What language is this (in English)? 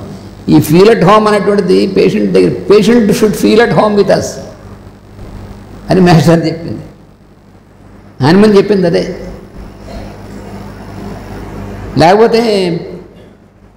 Telugu